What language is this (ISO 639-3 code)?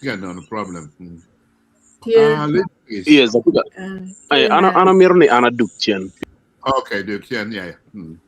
ach